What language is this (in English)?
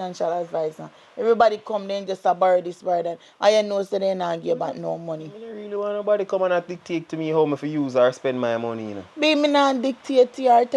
Jamaican Creole English